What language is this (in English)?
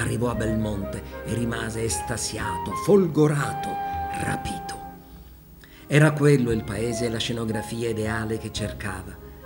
Italian